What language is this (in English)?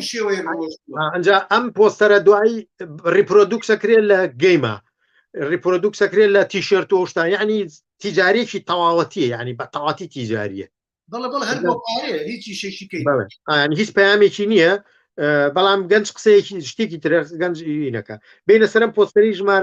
Central Kurdish